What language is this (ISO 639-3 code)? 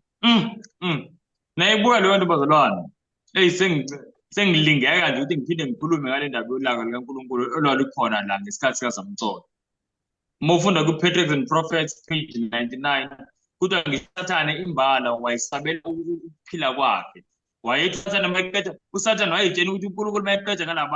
zul